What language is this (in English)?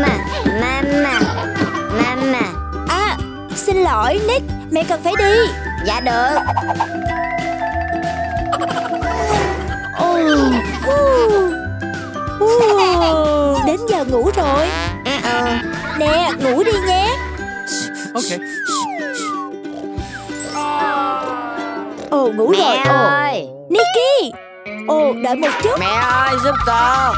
Vietnamese